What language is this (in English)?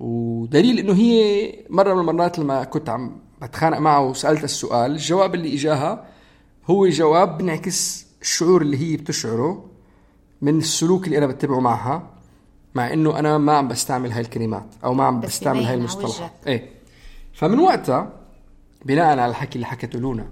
North Levantine Arabic